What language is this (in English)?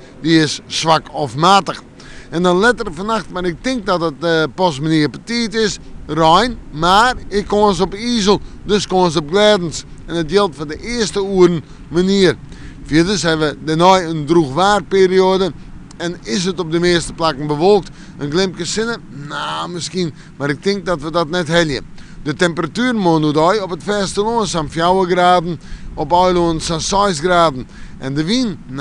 Western Frisian